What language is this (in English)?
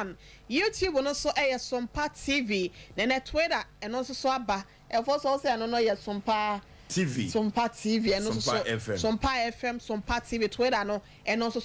Akan